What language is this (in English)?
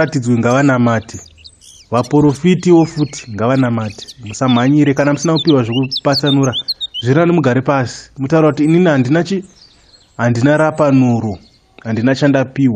Shona